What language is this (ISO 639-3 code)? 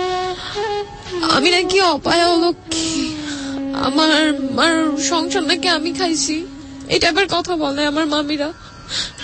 ben